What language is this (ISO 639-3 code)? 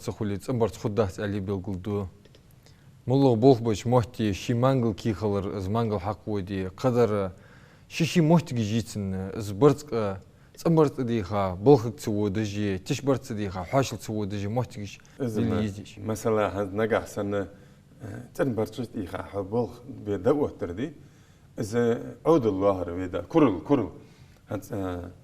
inh